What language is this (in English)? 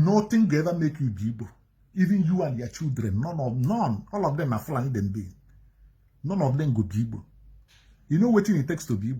Nigerian Pidgin